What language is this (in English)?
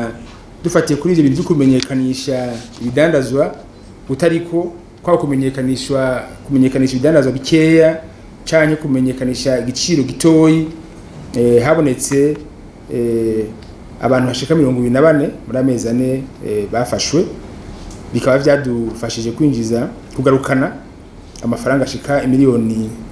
Rundi